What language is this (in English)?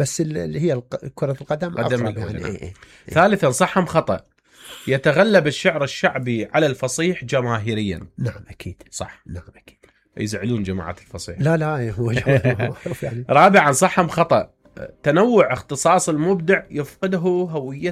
Mesopotamian Arabic